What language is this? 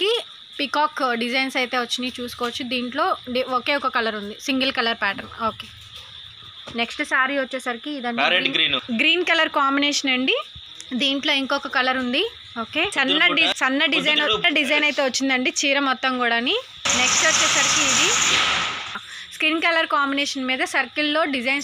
Telugu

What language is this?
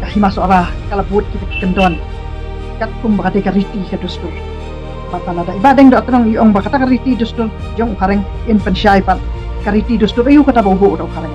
Khasi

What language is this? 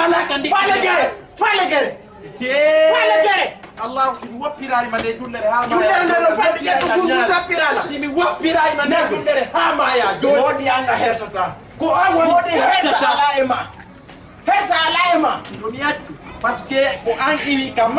Fula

